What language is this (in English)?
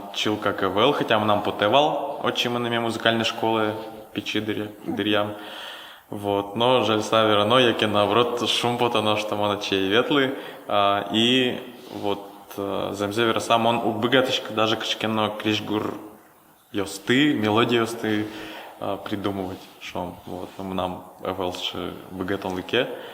Udmurt